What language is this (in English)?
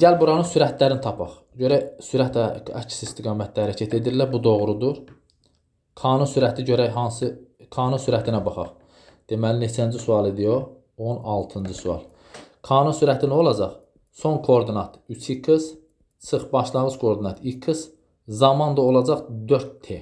Azerbaijani